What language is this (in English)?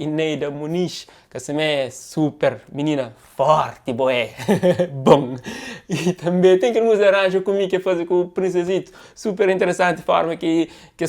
Kabuverdianu